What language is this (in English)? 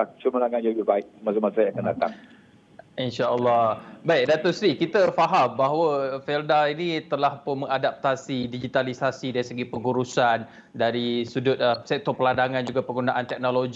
Malay